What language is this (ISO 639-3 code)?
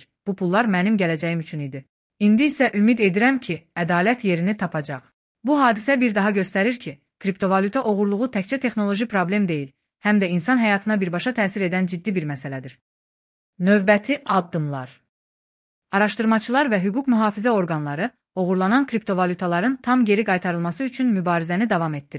aze